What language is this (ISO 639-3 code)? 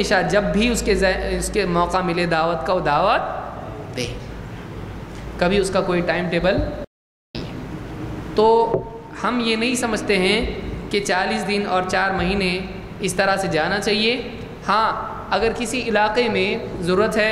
urd